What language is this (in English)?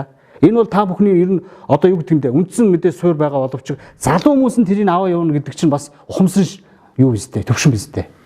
Mongolian